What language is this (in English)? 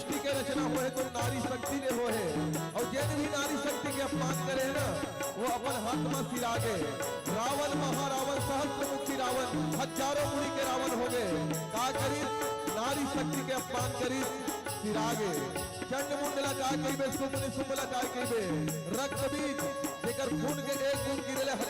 Chhattisgarhi